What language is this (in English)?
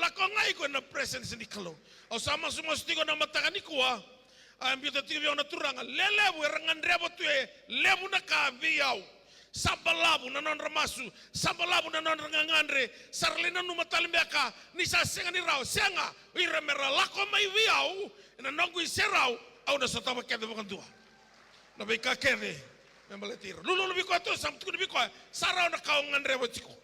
Fijian